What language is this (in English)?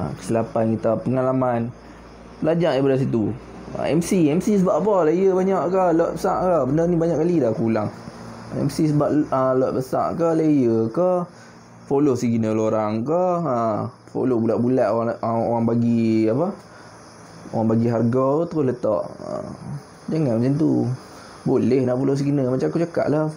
Malay